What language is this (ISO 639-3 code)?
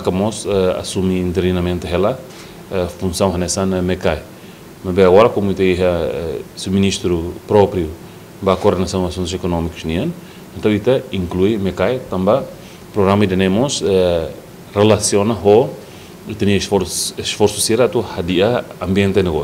tet